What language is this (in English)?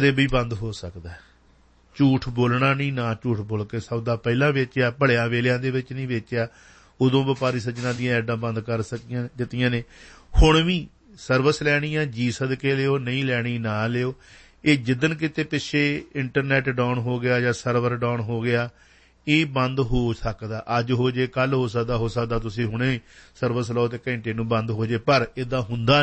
Punjabi